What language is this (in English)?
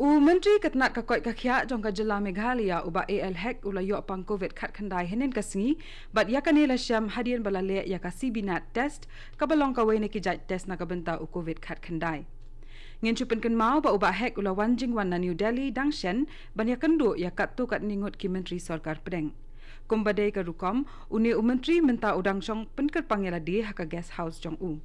Khasi